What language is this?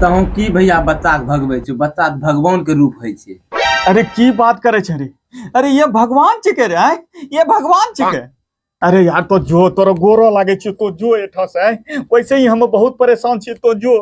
Angika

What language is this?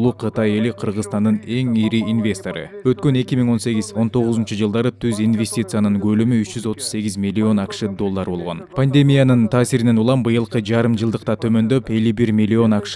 Kyrgyz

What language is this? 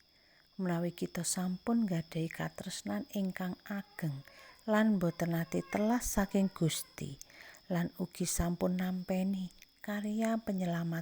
Javanese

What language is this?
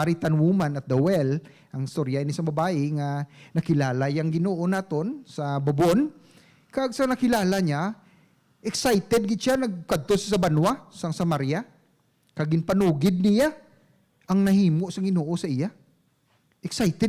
Hiligaynon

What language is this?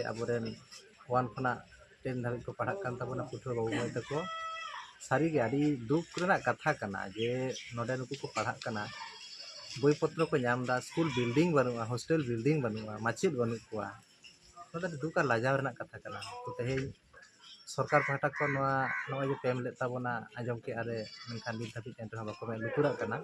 Santali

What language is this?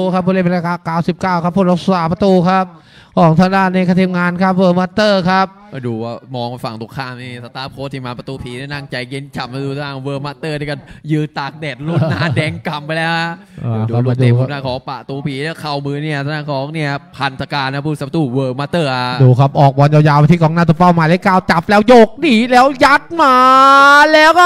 Thai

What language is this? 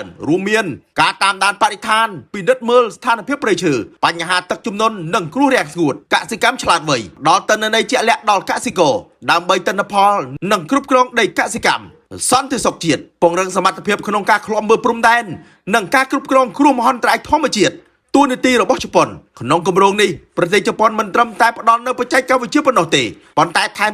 Khmer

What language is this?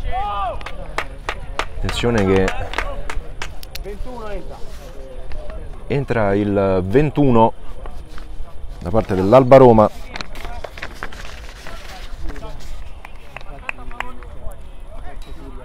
Italian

